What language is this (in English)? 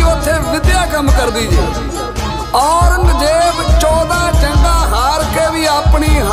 Punjabi